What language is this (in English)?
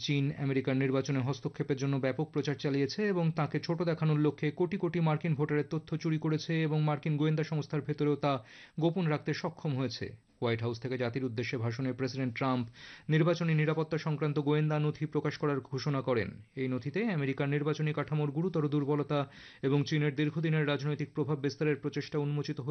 Bangla